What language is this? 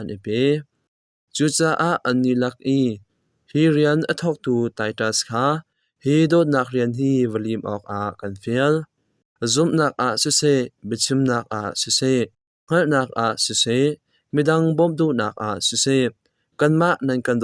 Hakha Chin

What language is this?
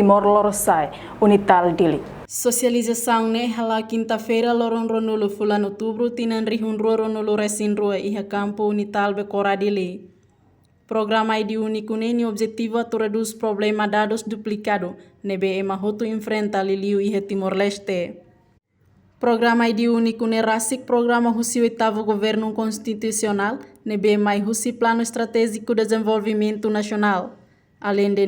Tetum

